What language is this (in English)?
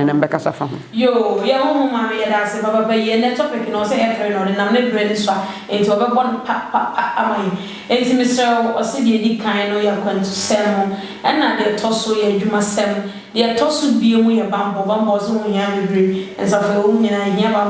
Akan